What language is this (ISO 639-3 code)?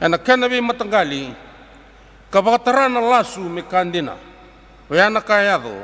fij